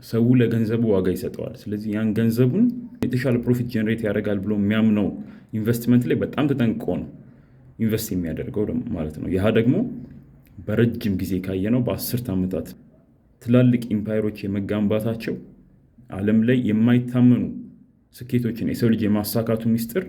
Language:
Amharic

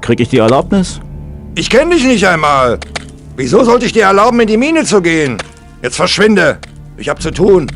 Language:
Bavarian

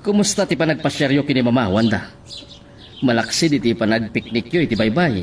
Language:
Iloko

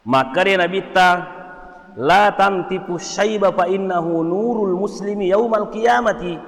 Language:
Buginese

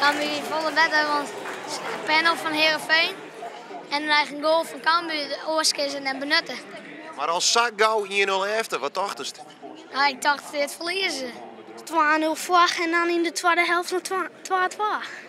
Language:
Western Frisian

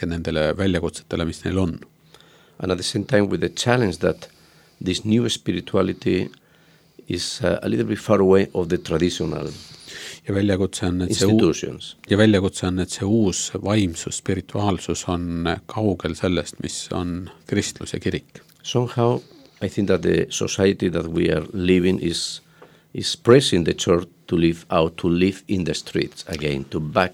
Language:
Estonian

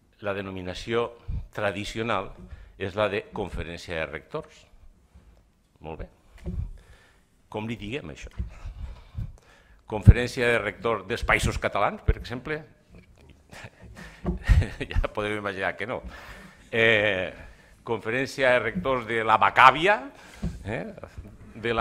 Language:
Catalan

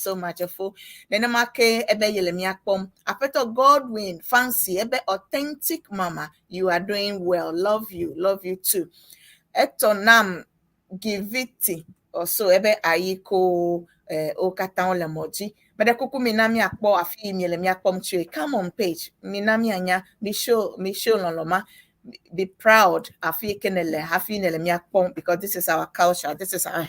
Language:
Ewe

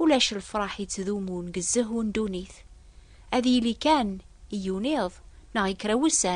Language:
Kabyle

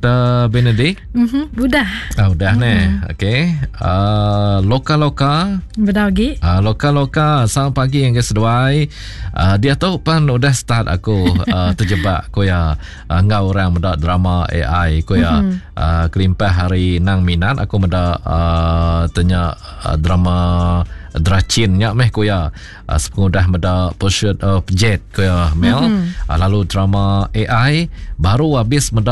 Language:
Iban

